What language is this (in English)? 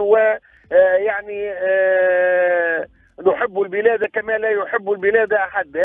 Tunisian Arabic